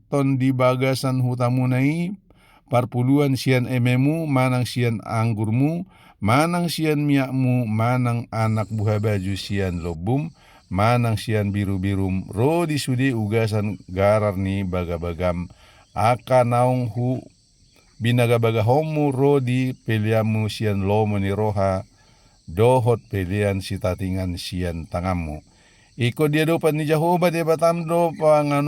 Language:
Batak Toba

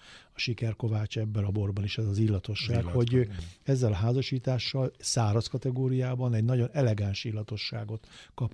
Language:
Hungarian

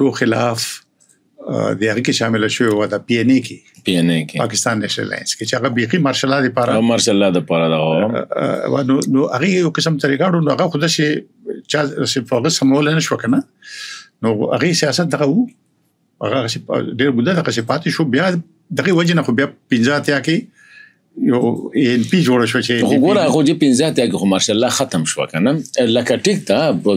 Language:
Pashto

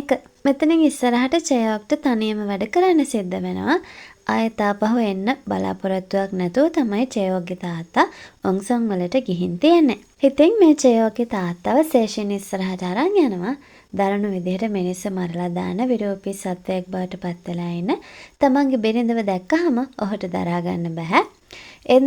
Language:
Sinhala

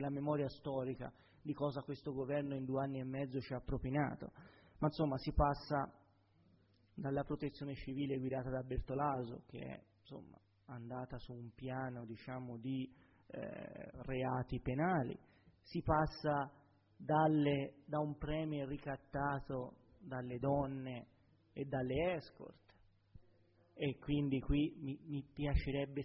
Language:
Italian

